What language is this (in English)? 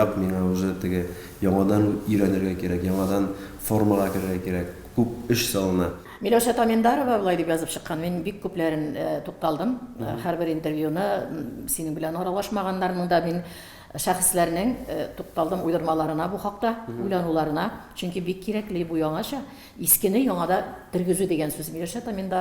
Tatar